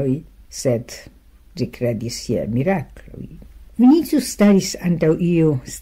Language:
Esperanto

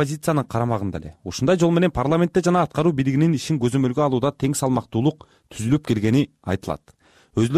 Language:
Kyrgyz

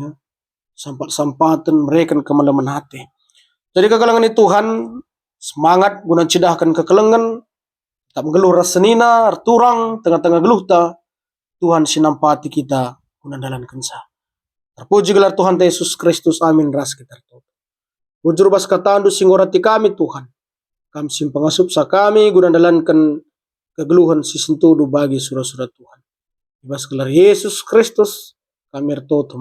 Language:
Batak Karo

